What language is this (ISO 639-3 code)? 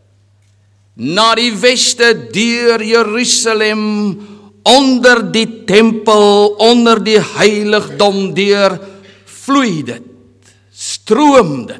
afr